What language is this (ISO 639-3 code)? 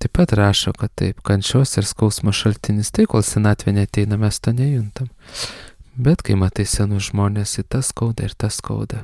lit